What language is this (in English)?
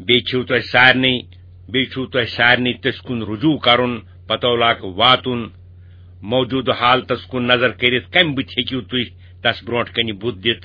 Kashmiri